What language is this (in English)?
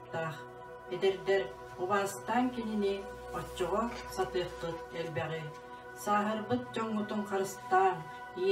Yakut